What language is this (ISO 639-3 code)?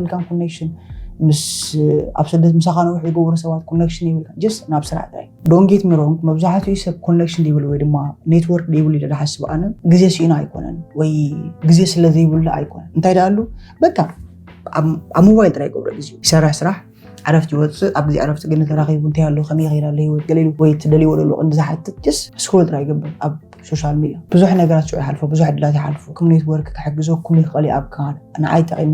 tir